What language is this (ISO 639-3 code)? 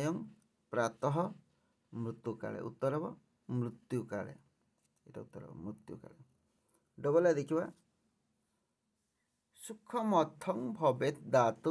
ori